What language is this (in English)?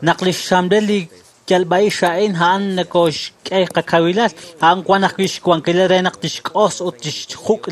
Kekchí